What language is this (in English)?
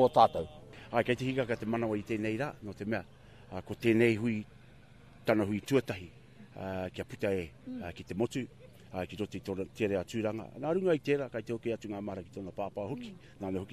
Māori